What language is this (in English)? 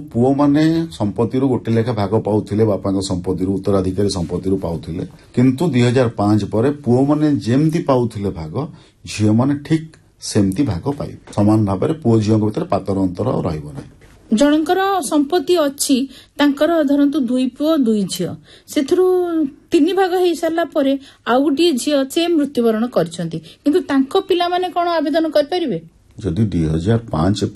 Odia